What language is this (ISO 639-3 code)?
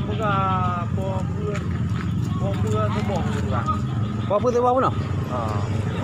ace